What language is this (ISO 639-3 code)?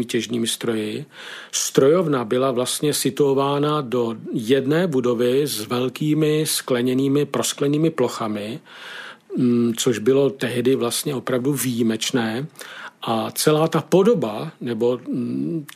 ces